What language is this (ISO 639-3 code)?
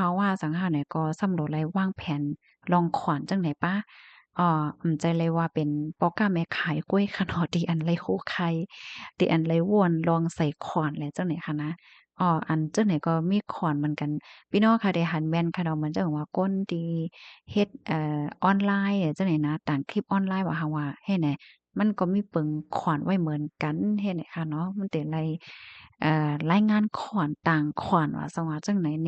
shn